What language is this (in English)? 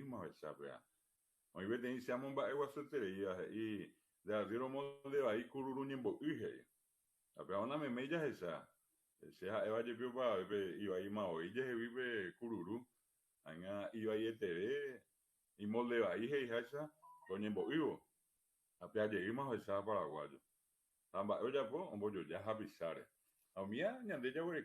Guarani